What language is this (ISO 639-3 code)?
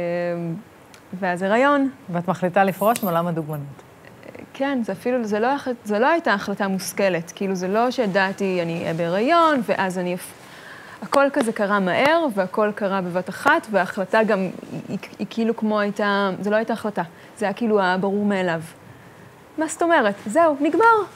heb